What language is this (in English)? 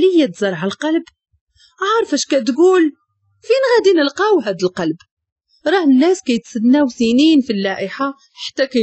Moroccan Arabic